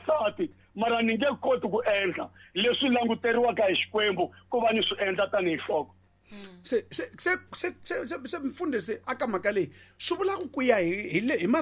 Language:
Tsonga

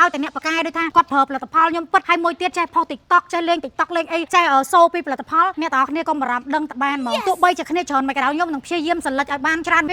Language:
Khmer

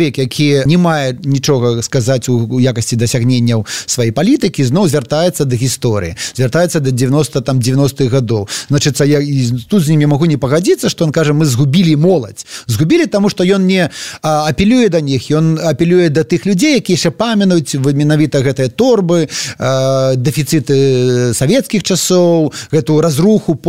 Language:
Belarusian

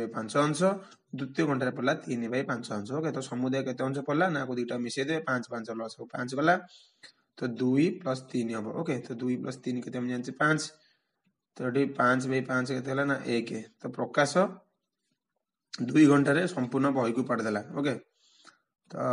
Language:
Odia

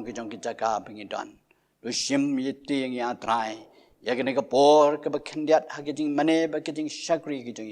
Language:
Khasi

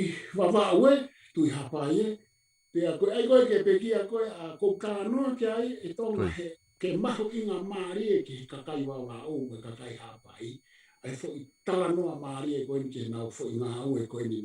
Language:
Tongan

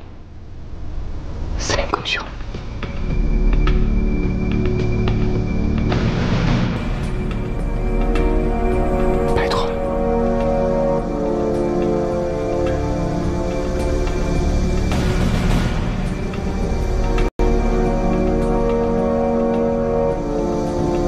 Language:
Chinese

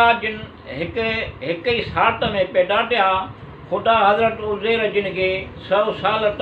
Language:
Sindhi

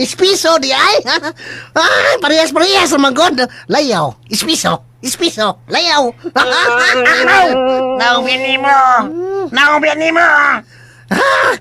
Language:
Cebuano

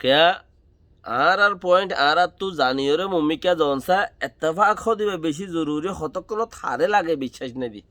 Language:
Rohingya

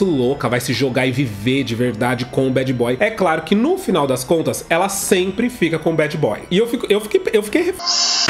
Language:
Portuguese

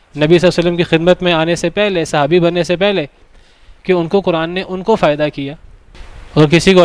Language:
Urdu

